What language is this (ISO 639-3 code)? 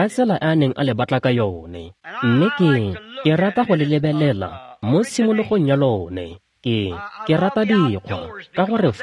tsn